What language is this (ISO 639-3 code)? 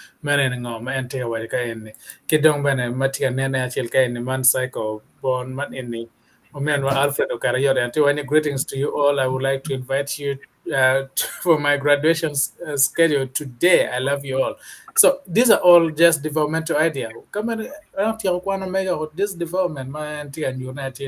ach